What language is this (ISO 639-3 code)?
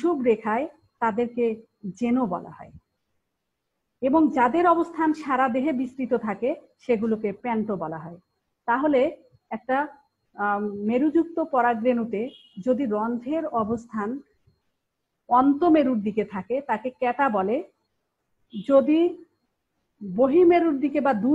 ben